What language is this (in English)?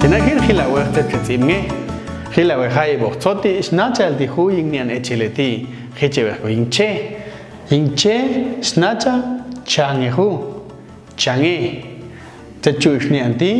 Popti'